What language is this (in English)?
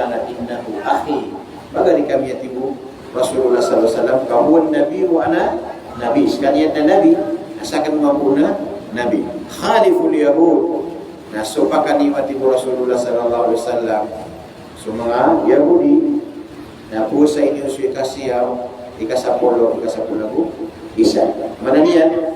Maranao